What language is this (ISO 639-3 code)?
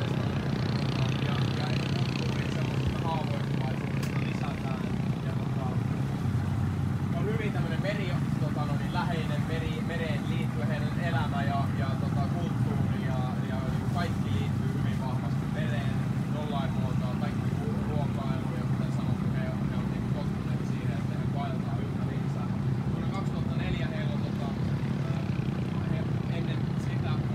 fin